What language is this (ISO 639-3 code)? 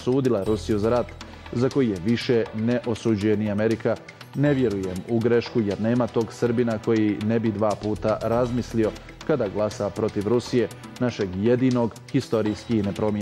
bos